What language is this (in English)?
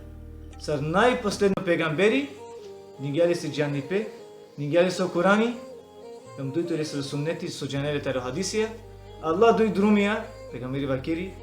Balkan Romani